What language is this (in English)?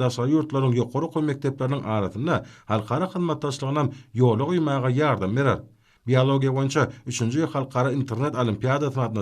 Turkmen